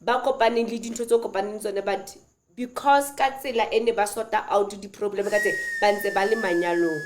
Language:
Southern Sotho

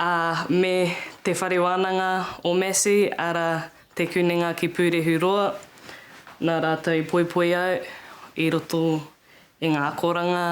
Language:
Māori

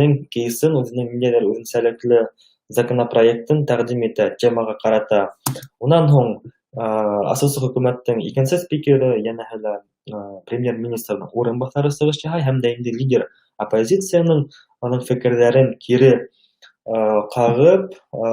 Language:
Bashkir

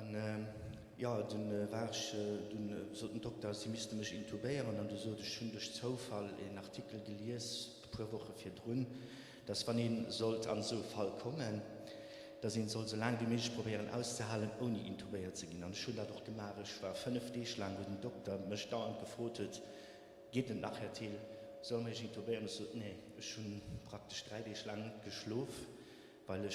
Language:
Luxembourgish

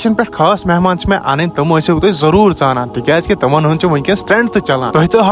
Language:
Kashmiri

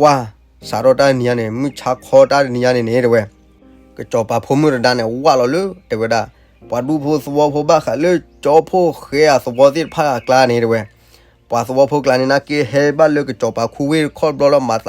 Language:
S'gaw Karen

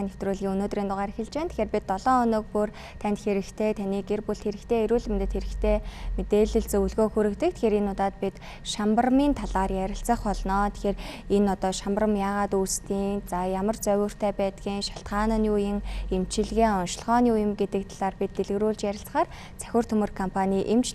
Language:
Mongolian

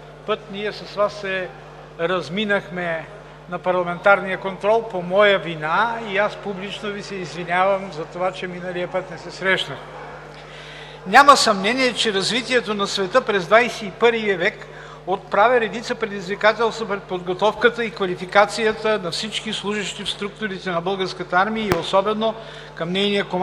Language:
Bulgarian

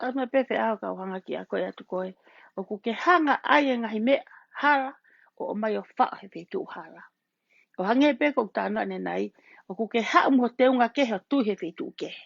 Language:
Tongan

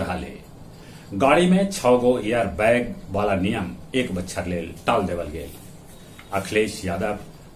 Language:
Magahi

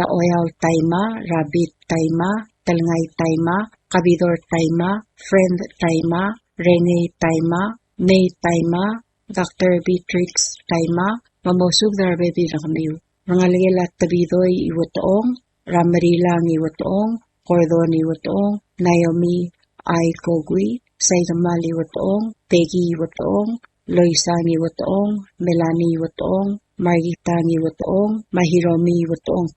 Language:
Palauan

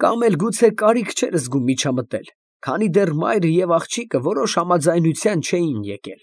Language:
Armenian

